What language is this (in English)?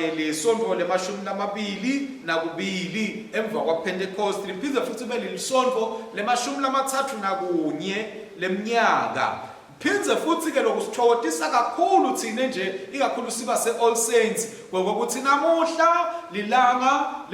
Swati